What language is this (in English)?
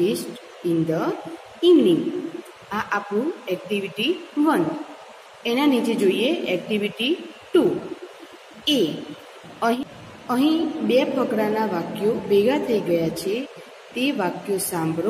Gujarati